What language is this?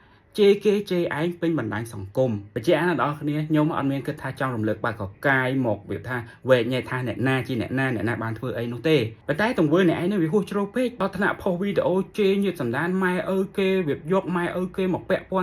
Khmer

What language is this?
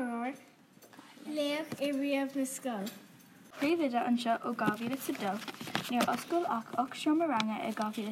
Irish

